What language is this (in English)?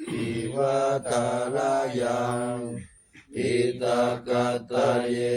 Pali